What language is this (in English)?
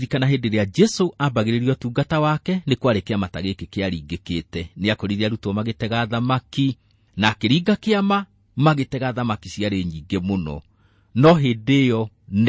Kikuyu